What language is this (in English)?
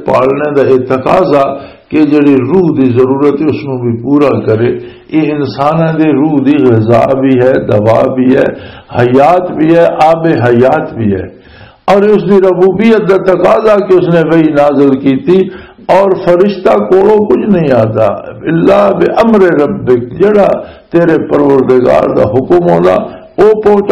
Western Panjabi